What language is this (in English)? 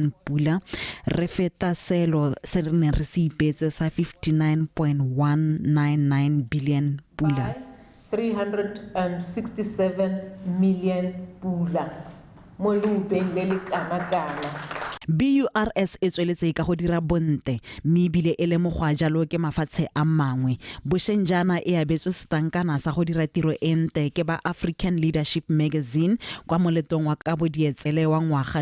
Tswana